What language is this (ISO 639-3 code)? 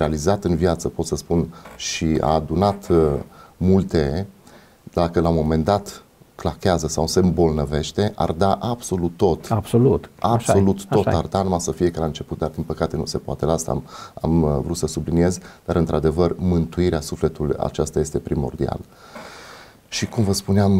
ron